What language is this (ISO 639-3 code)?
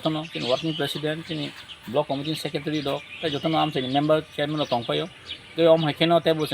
trp